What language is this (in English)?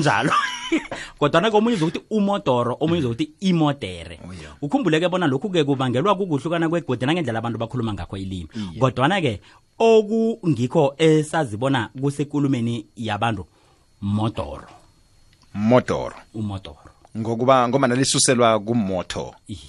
South Ndebele